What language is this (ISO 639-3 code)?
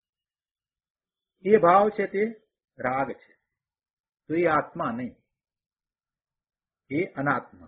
guj